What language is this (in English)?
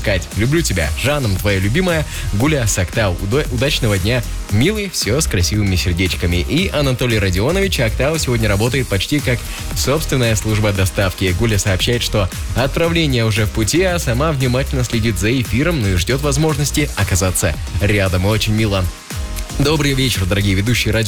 Russian